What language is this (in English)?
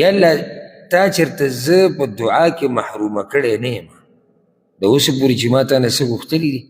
Pashto